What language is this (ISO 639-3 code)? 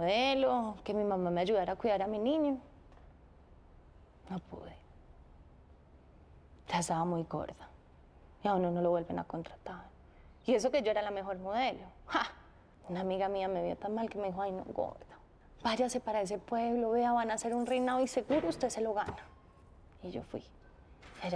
spa